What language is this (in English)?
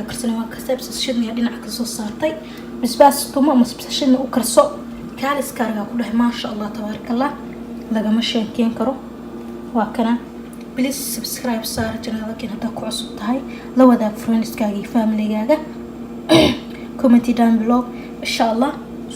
Somali